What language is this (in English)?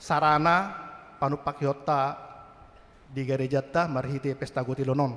Batak Toba